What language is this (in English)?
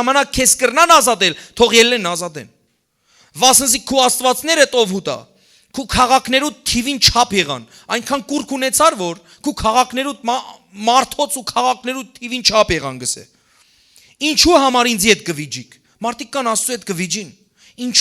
Western Armenian